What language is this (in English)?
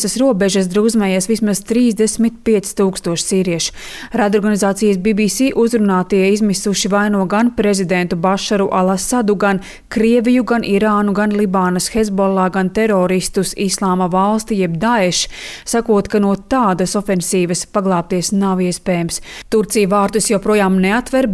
Latvian